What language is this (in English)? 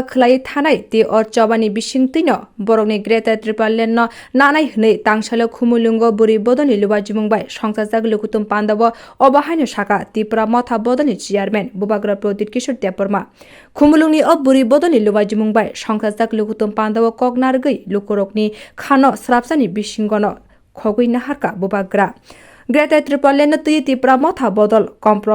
Kok Borok